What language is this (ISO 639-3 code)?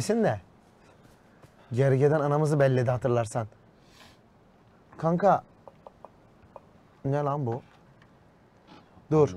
tur